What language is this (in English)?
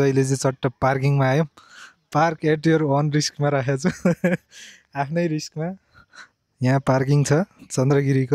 Nepali